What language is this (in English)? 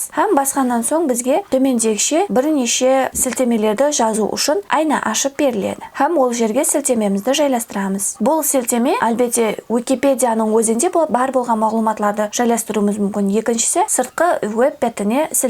Kara-Kalpak